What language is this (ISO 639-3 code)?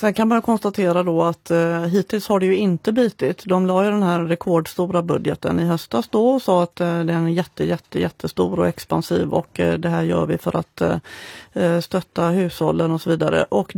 swe